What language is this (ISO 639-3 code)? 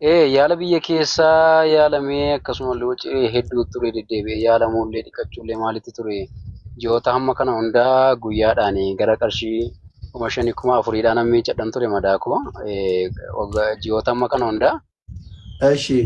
orm